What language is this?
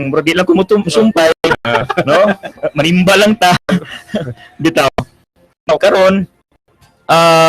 Cebuano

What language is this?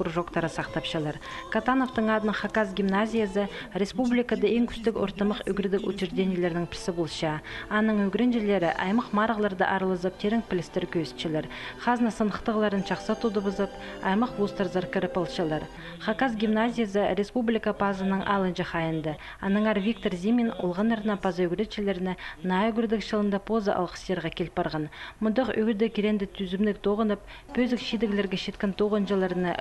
Khakas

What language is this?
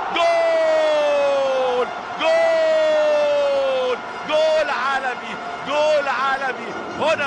Egyptian Arabic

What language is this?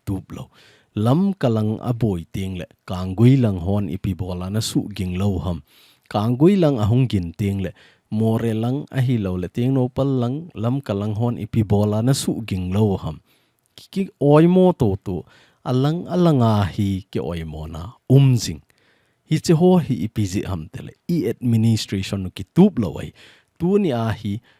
Thado Chin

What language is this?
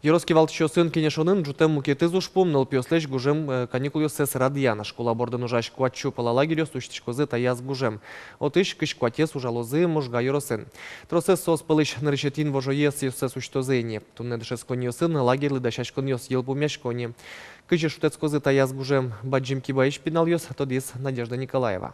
Udmurt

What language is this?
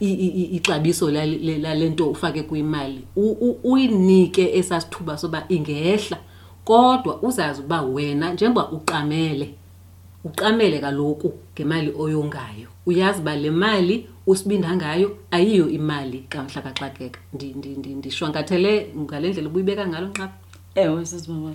Xhosa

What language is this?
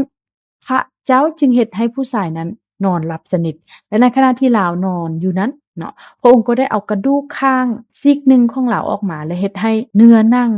Lao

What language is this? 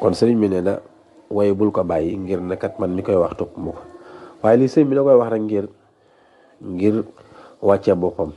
Wolof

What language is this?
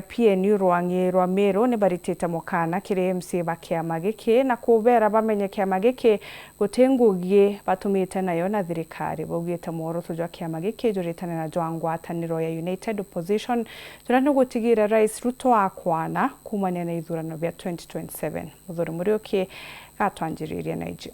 Meru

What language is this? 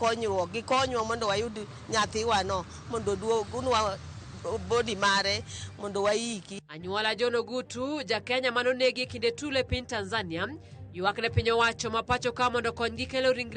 Luo (Kenya and Tanzania)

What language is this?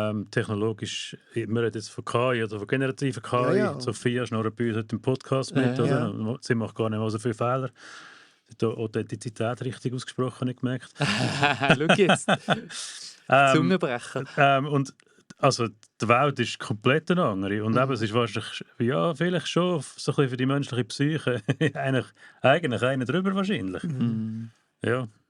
Swiss German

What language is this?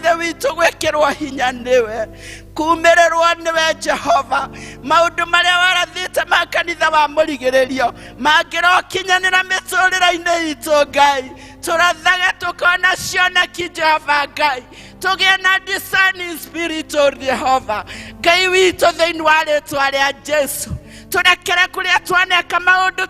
Kikuyu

